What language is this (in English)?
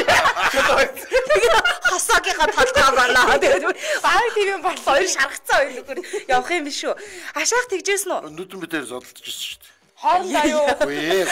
Mongolian